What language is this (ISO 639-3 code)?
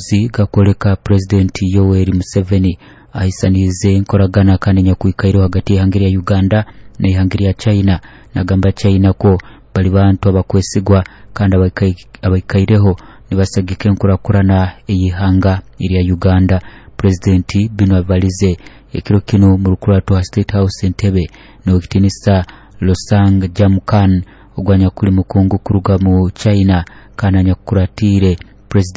nyo